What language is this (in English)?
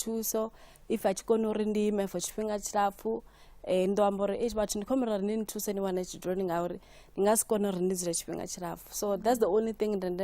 Venda